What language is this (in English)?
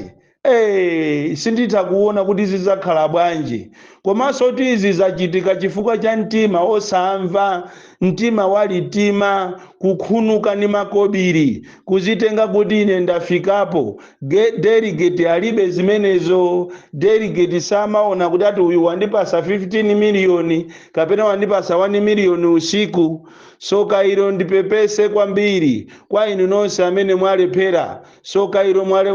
Nyanja